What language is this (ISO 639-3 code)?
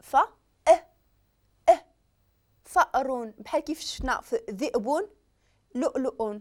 ary